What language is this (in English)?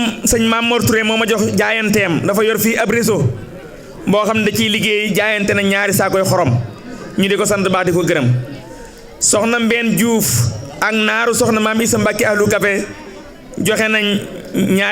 Wolof